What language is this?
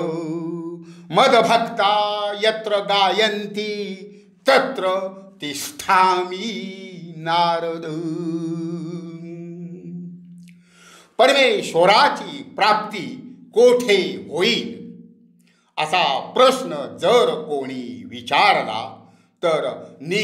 Marathi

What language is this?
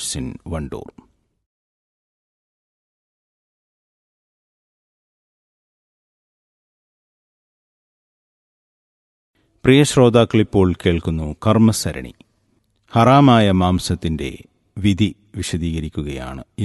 Malayalam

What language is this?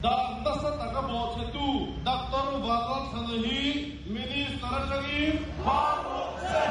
Mizo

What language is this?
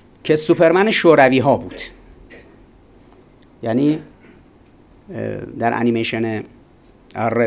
Persian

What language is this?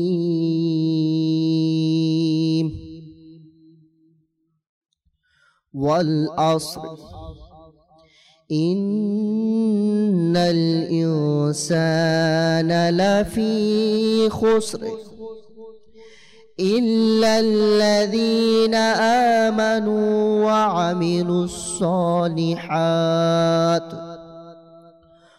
Bangla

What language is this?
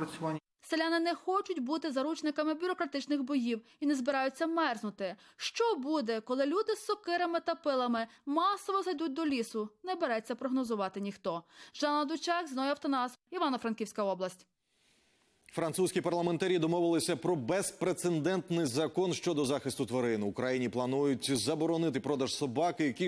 Ukrainian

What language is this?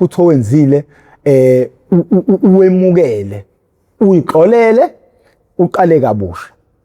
Zulu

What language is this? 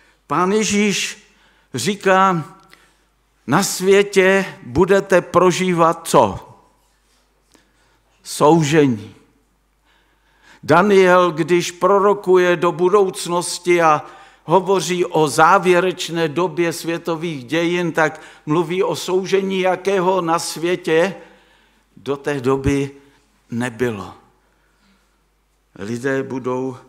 Czech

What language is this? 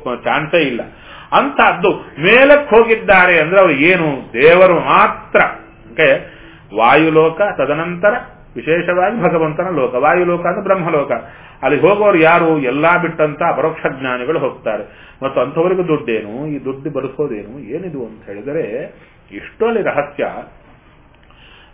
Kannada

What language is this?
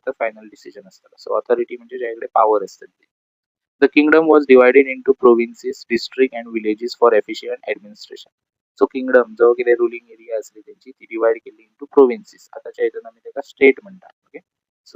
Konkani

